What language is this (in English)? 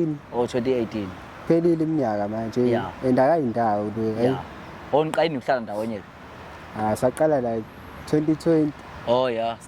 Zulu